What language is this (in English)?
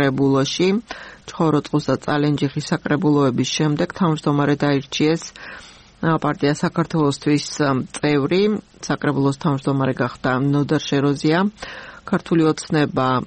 Georgian